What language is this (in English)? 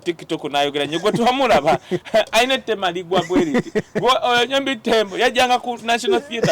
Ganda